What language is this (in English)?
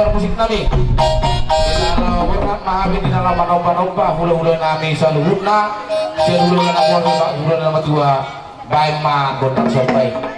Batak Toba